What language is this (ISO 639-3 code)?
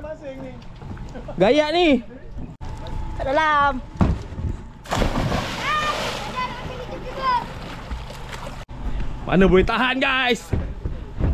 msa